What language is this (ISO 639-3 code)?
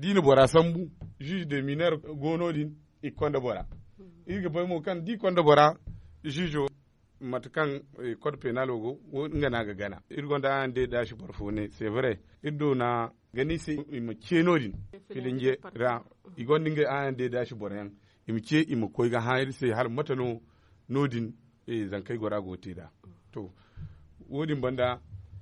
dje